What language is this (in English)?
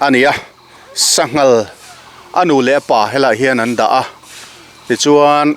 Mizo